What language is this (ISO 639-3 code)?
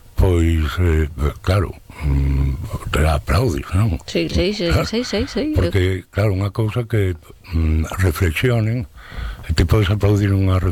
glg